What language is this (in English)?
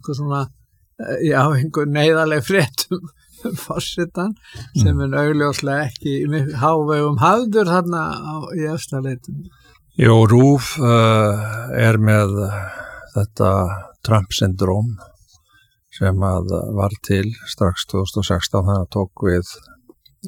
Icelandic